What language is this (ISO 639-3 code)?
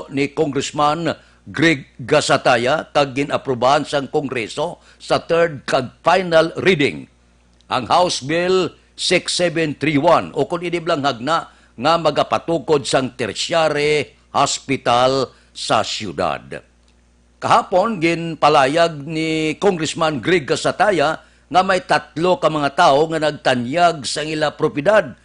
hil